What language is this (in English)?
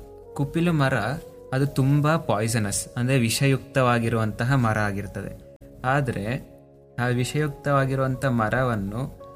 Kannada